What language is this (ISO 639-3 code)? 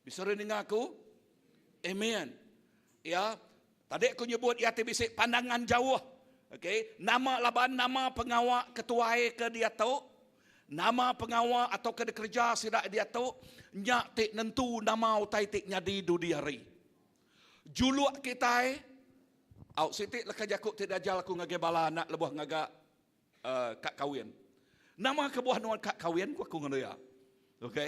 iba